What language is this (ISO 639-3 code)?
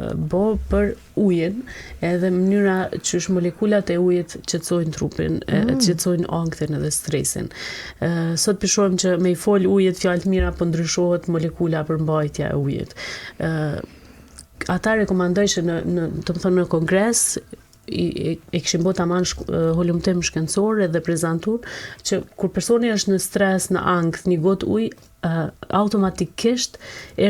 sqi